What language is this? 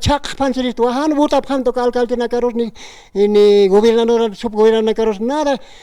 Aymara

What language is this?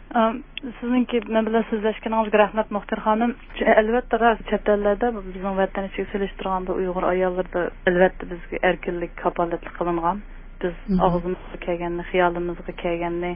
Uyghur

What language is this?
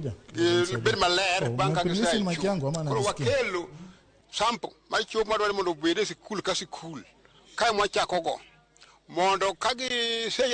Luo (Kenya and Tanzania)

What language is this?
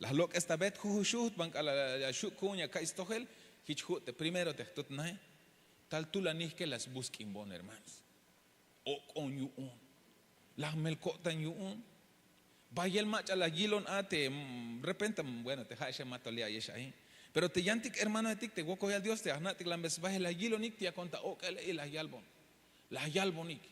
Tzeltal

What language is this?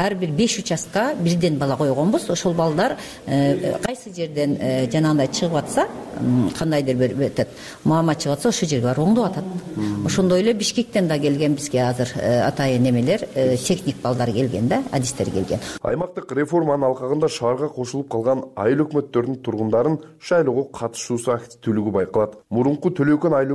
Kyrgyz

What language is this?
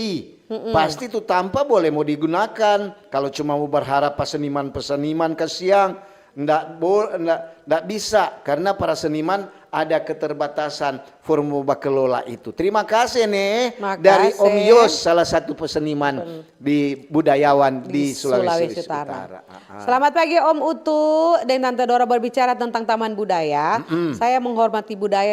Manado Malay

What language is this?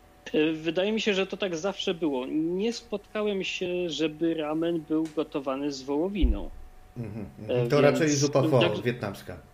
Polish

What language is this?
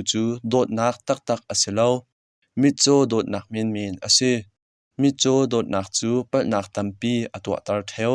Hakha Chin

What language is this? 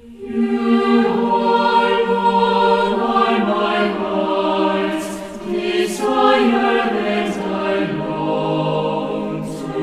South Bolivian Quechua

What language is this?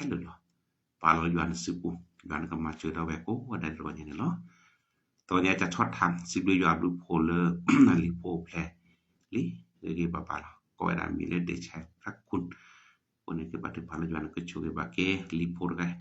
S'gaw Karen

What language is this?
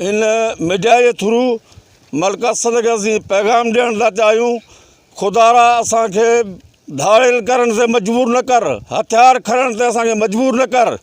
Sindhi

